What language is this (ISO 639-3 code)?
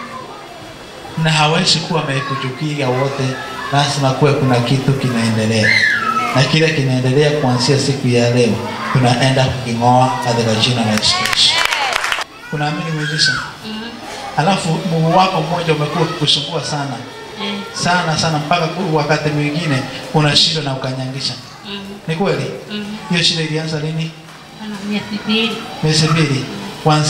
swa